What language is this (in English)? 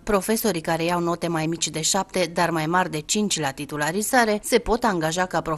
Romanian